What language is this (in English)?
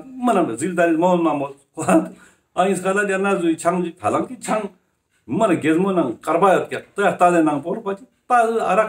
Ladakhi